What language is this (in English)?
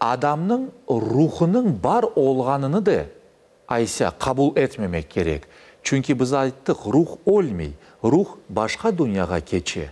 Crimean Tatar